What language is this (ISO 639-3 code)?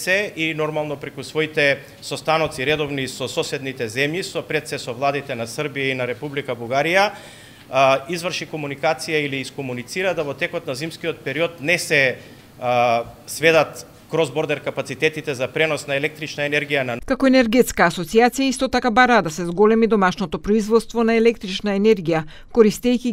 mkd